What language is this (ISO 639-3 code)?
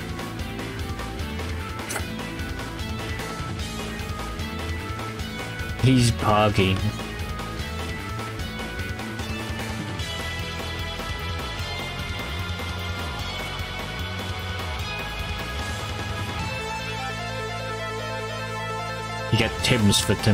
eng